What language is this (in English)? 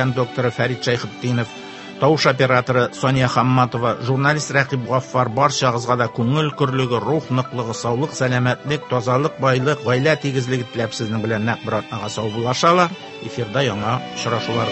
Tatar